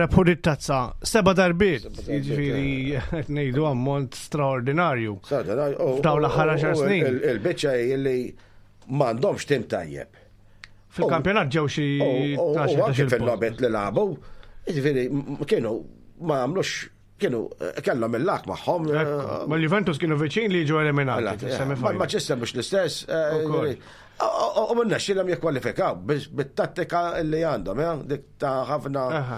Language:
Maltese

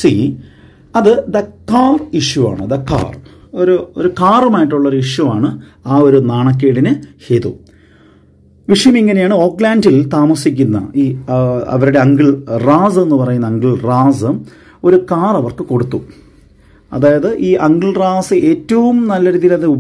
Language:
Malayalam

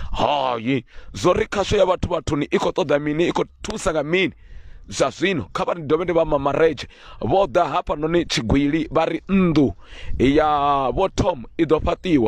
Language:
Venda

